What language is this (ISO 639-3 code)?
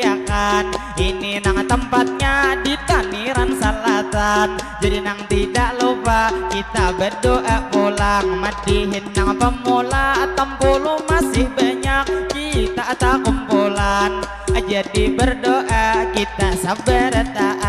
bjn